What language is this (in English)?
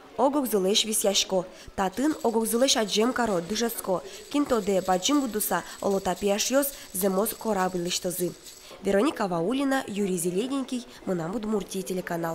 Udmurt